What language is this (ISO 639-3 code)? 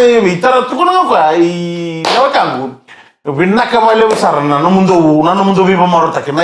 fij